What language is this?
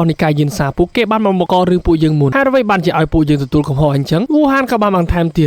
Khmer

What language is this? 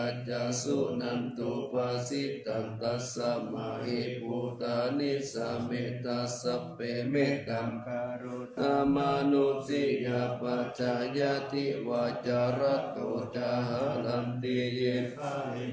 Pali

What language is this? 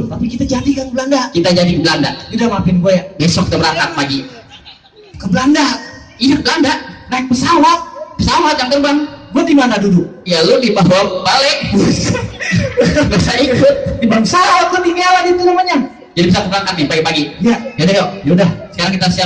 Betawi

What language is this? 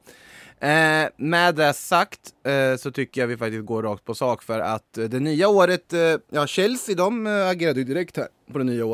Swedish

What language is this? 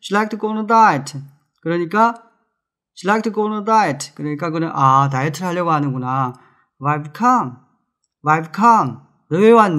Korean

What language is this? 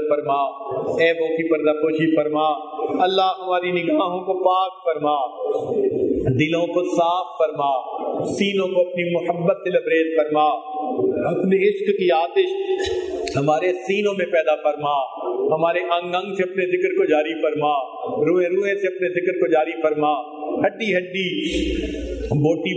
Urdu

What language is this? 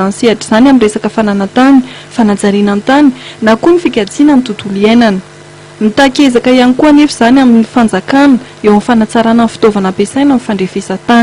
Malagasy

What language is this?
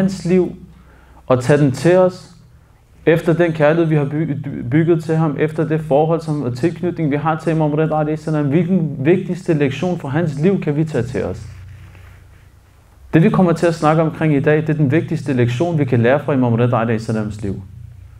Danish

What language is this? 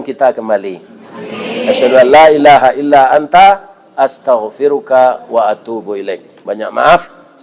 Minangkabau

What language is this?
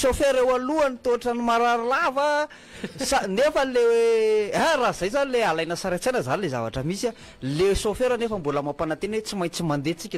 Malagasy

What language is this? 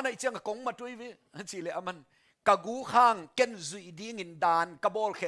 Tedim Chin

